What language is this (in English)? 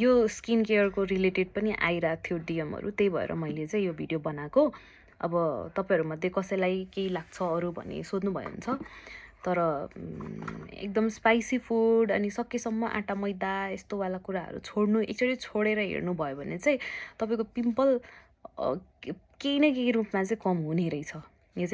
Nepali